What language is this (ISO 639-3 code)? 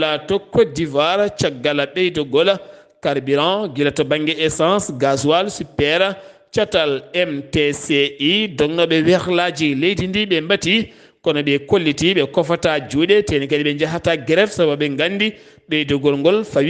ful